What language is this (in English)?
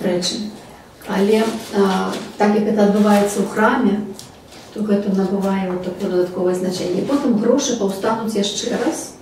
Belarusian